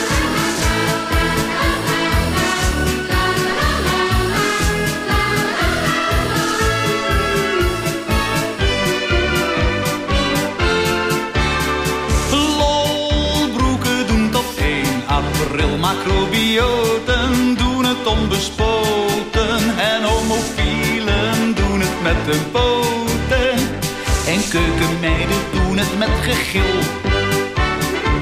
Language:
Dutch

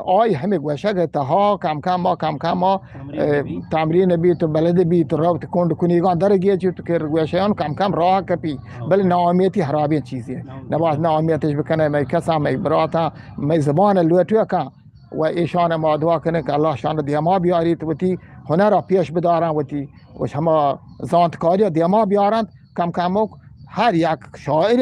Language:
Eastern Balochi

